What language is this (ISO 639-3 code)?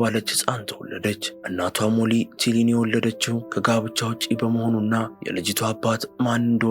amh